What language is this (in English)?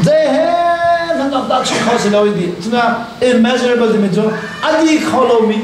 Hakha Chin